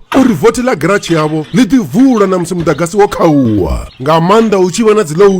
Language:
Venda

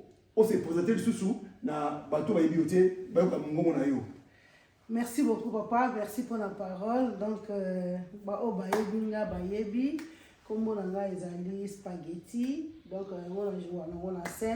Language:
Lingala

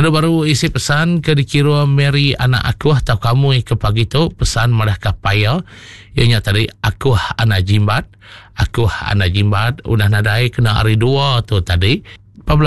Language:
Iban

